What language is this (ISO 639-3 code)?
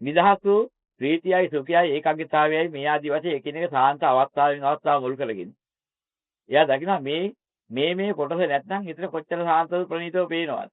sin